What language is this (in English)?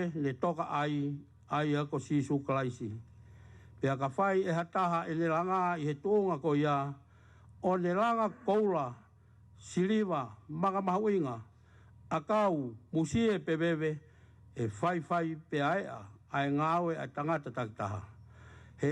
Tongan